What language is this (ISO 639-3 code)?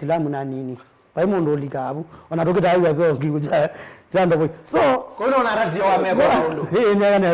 kam